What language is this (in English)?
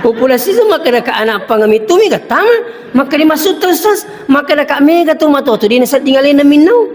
Buginese